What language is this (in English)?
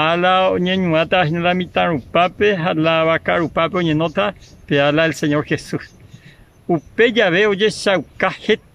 Guarani